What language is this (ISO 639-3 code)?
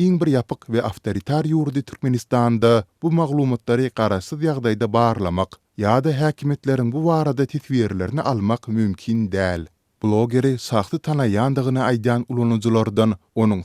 tuk